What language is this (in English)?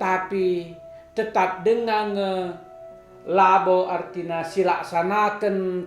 Batak Karo